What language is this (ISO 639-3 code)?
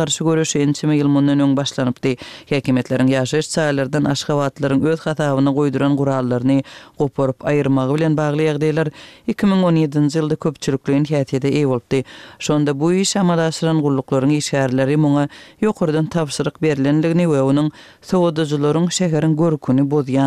tuk